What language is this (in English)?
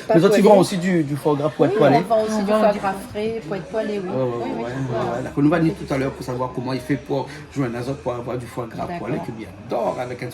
Réunion Creole French